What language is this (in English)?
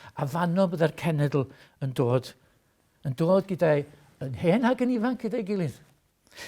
Welsh